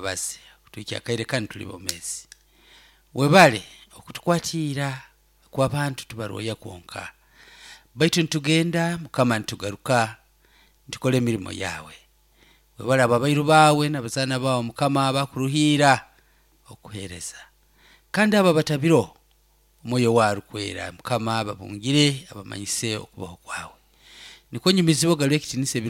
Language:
Nyoro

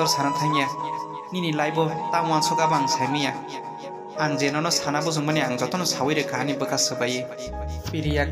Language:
Kok Borok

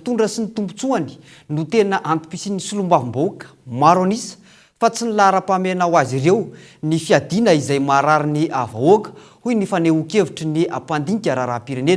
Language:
Malagasy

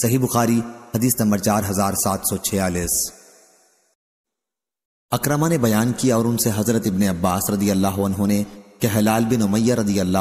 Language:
Urdu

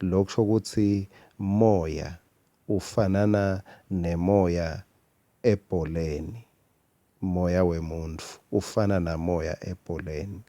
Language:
Swati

